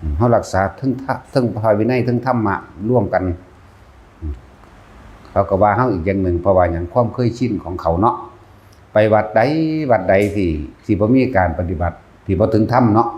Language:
Northeastern Thai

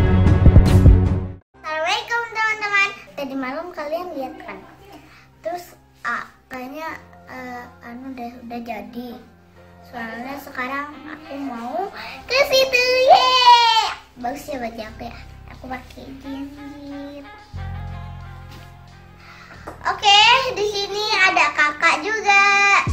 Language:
Indonesian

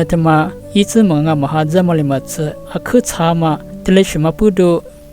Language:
Lisu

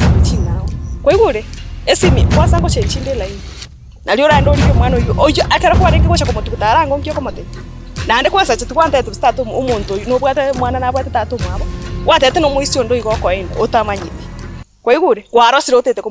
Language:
Gusii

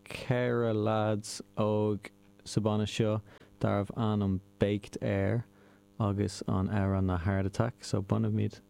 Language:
Irish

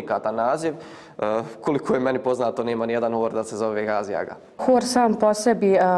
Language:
Bosnian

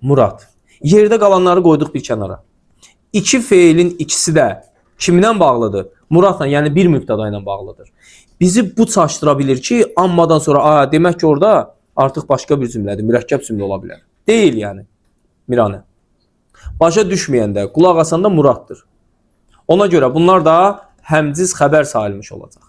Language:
Azerbaijani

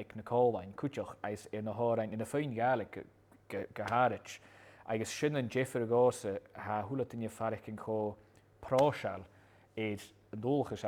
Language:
Scottish Gaelic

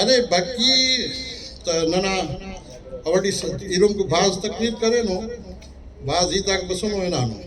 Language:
Brahui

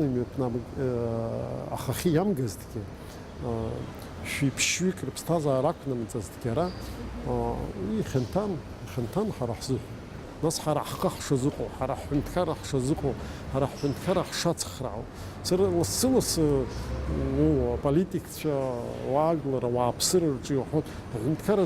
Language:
Abkhazian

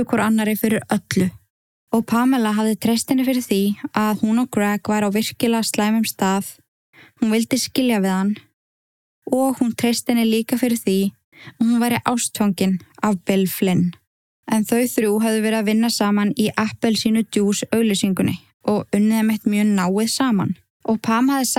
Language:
Icelandic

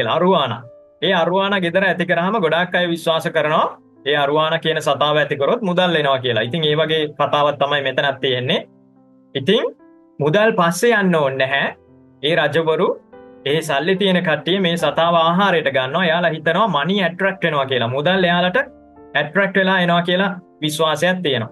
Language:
Sinhala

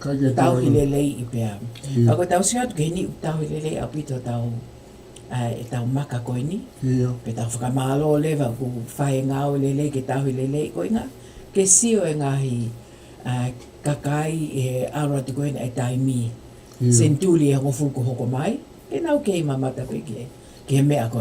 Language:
Tongan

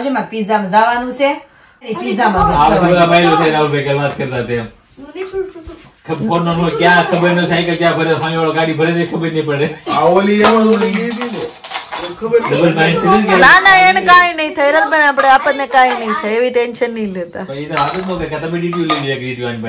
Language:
Gujarati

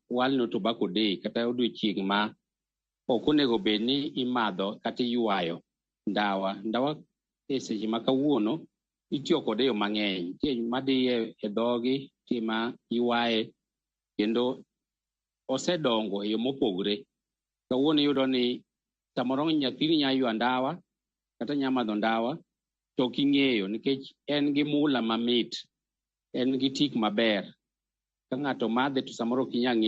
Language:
Luo (Kenya and Tanzania)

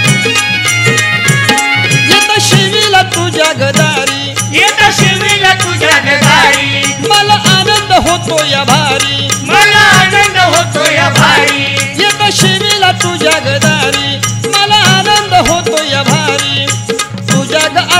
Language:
Marathi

